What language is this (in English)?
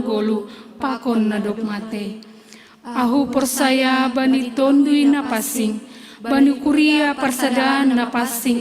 Batak Simalungun